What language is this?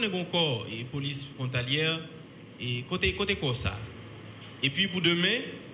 Haitian Creole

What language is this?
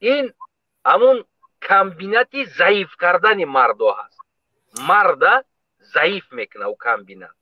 Tajik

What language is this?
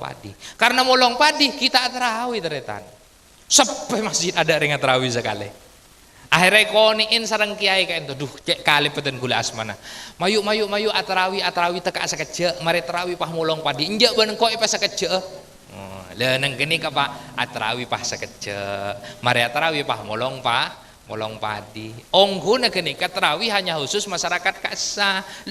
Madurese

